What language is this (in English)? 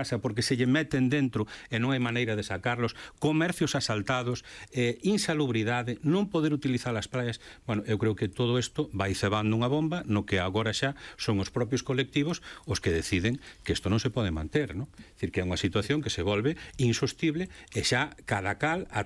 Galician